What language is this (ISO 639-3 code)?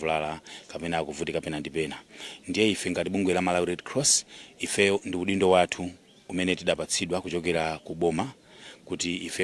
nya